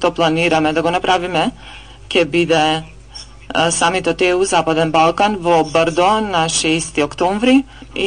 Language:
Macedonian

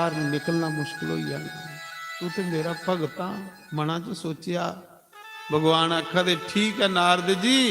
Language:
Dogri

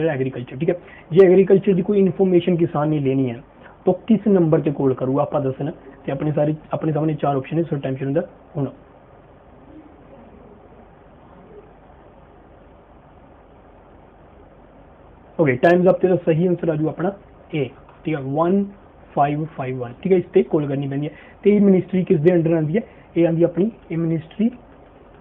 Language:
Punjabi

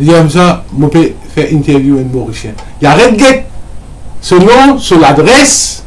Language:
Morisyen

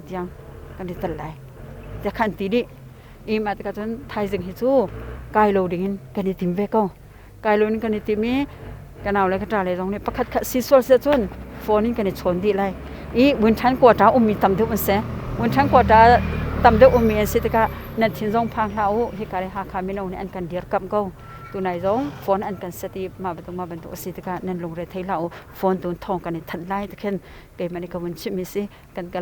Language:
Hakha Chin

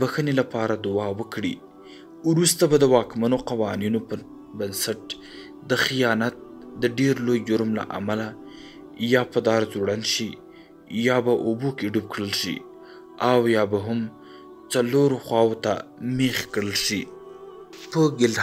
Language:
Pashto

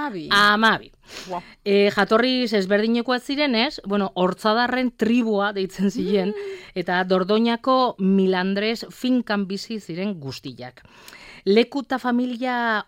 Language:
Basque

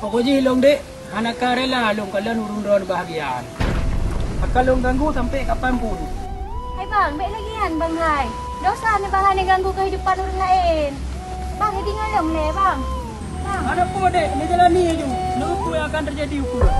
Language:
Achinese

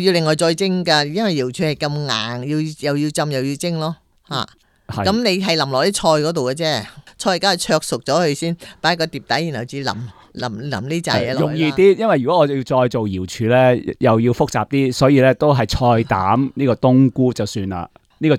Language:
Cantonese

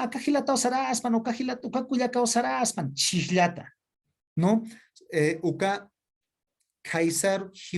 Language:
Aymara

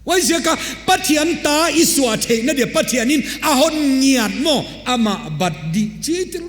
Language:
Paite Chin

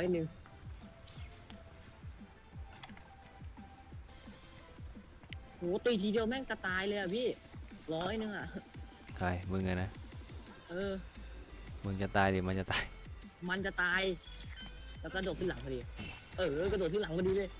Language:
Thai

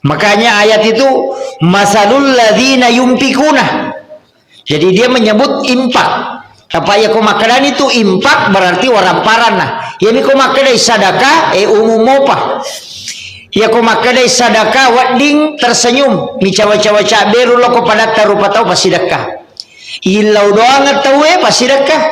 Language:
Buginese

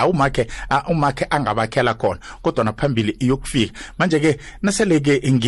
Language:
South Ndebele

